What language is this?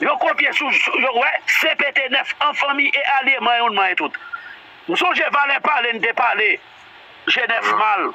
Haitian Creole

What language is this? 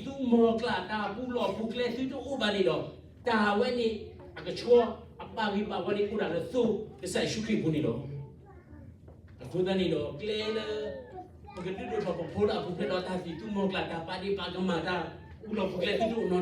S'gaw Karen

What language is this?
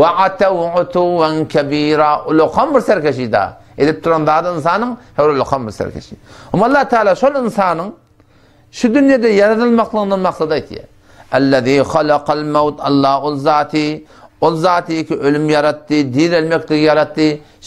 Turkmen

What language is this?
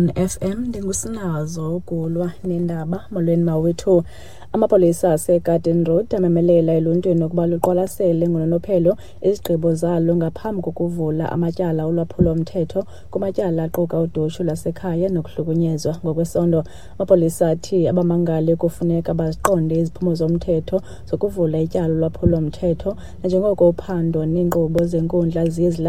Xhosa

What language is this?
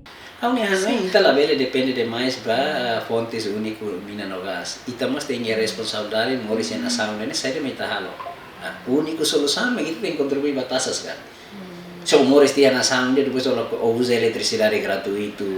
Tetum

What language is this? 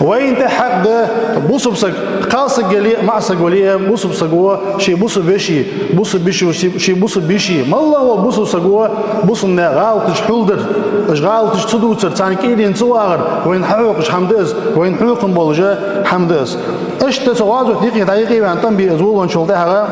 Ingush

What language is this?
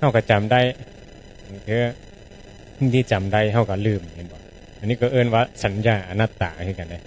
Northeastern Thai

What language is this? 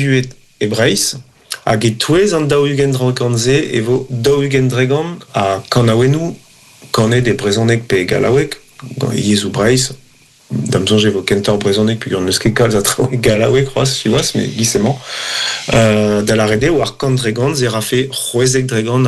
Breton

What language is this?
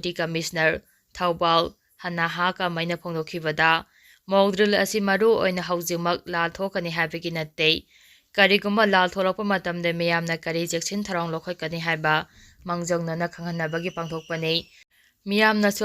Manipuri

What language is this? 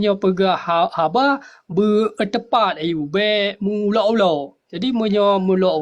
Achinese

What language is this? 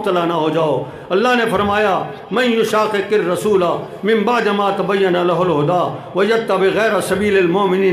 Urdu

